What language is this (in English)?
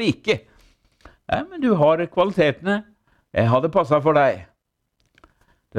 Norwegian